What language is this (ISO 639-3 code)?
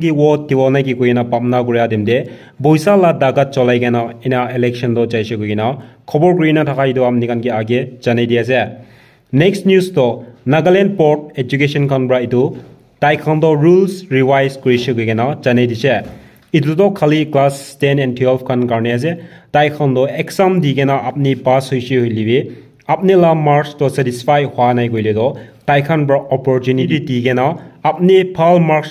nag